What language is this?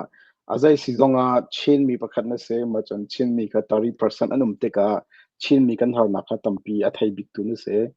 Hakha Chin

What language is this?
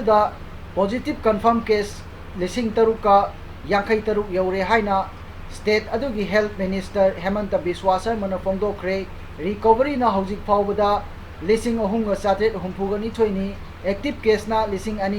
Manipuri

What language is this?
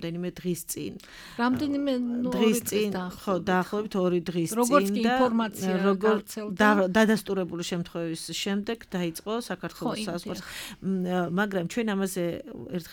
Georgian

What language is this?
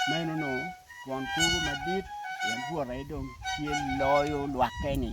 Acoli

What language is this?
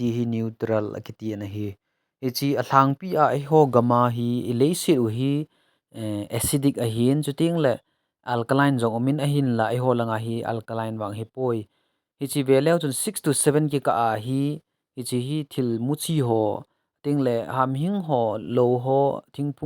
Thado Chin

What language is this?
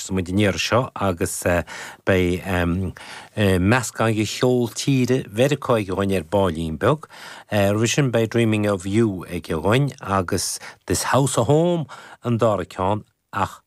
Irish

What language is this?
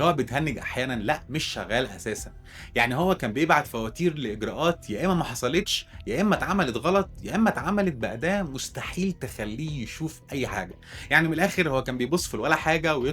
Egyptian Arabic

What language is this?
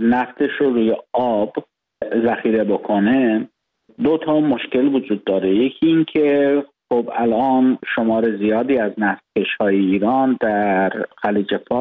Persian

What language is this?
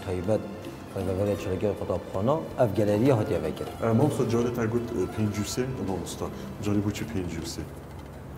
Kurdish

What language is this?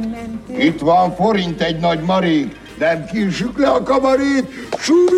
Hungarian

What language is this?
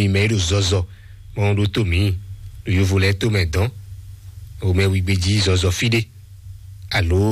Fon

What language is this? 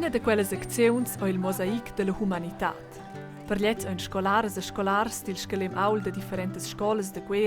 Romansh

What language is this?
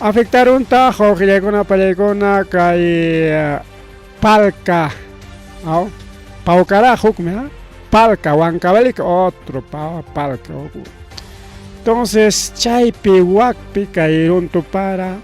Ayacucho Quechua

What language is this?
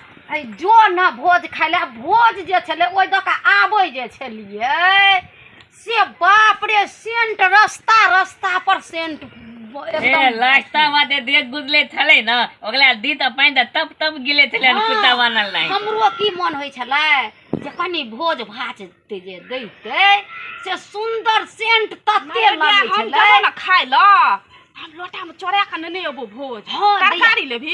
Maithili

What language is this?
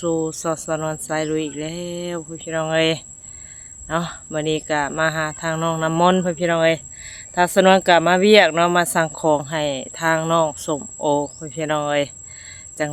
Northeastern Thai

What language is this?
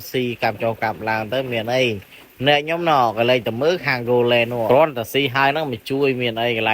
Khmer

